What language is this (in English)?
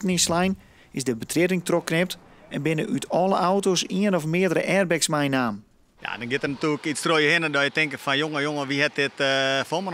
Western Frisian